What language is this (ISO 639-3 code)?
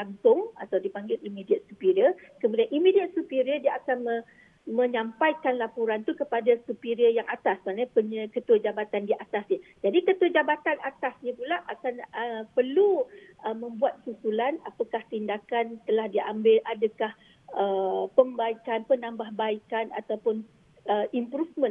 msa